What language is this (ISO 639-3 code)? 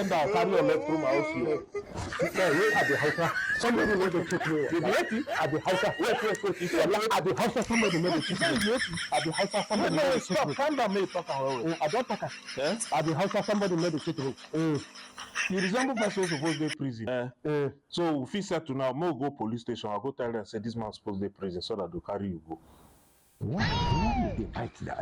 pcm